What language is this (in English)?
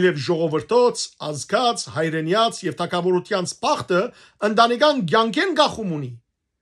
Western Armenian